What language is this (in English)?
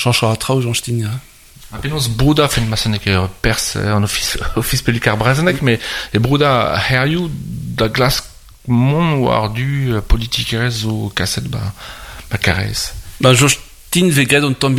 Breton